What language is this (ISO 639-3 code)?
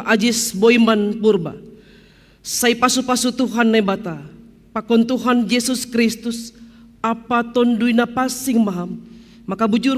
bts